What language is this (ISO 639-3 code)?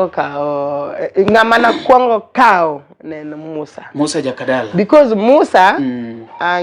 luo